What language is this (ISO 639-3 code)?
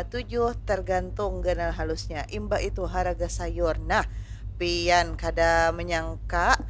bjn